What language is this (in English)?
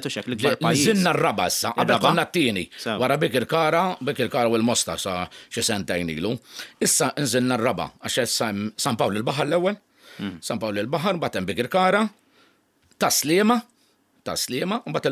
Maltese